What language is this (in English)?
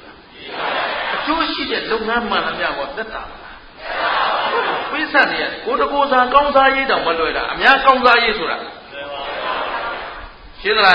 Burmese